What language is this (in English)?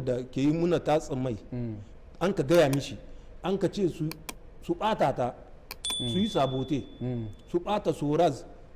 Hausa